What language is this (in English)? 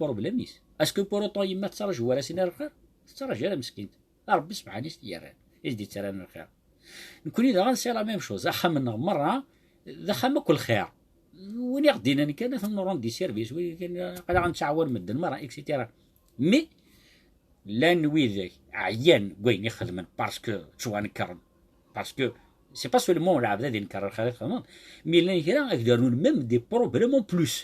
Kabyle